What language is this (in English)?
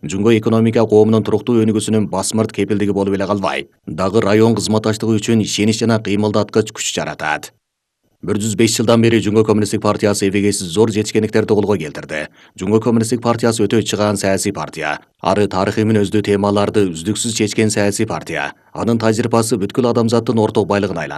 Kyrgyz